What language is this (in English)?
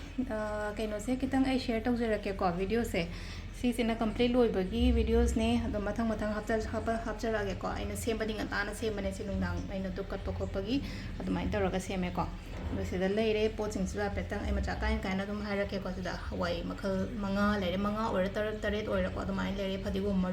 Manipuri